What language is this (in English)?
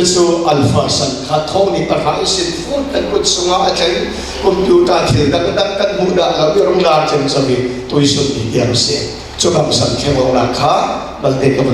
Falam Chin